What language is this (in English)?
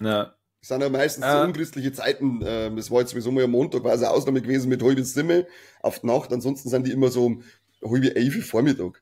Bavarian